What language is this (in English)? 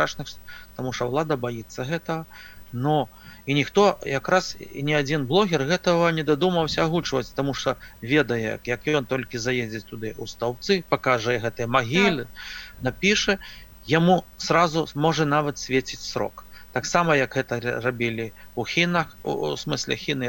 Belarusian